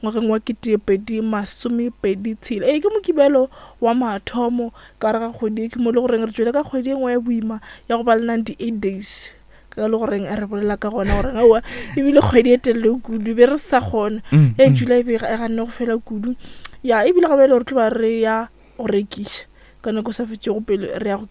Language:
Northern Sotho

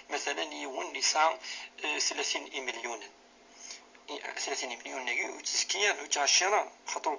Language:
Kabyle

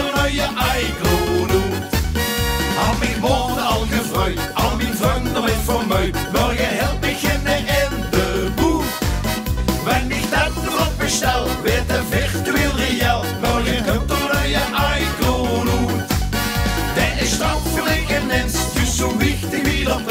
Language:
Limburgish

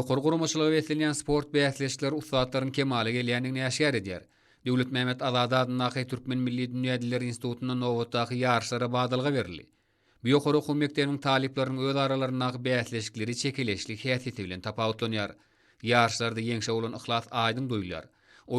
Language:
Turkmen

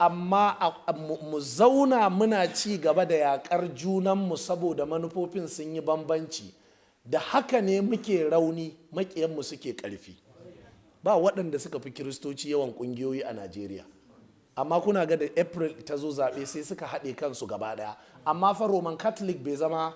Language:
Hausa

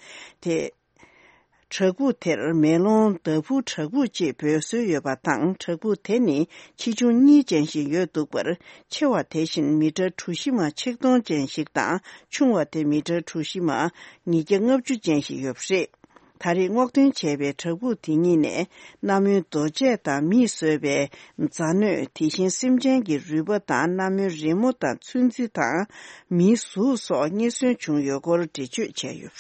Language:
Tibetan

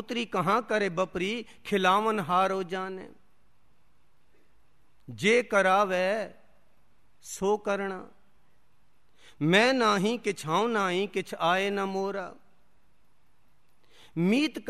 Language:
Punjabi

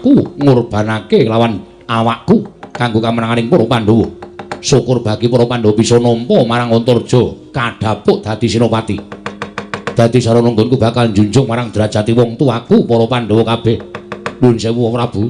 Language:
Javanese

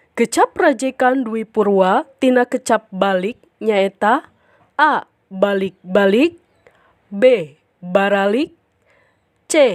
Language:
Sundanese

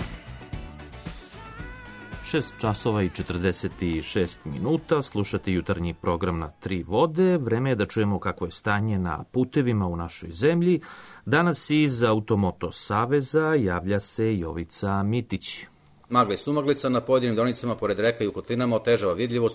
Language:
Serbian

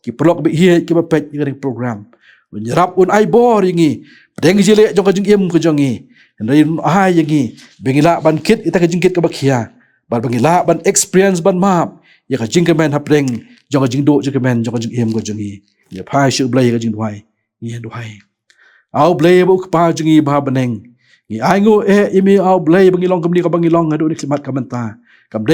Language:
Khasi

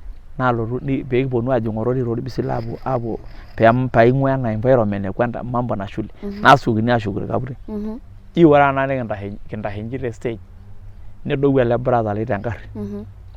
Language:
Masai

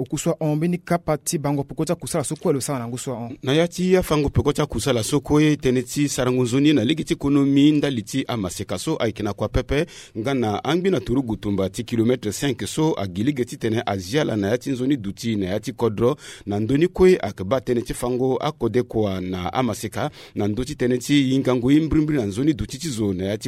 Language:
Sango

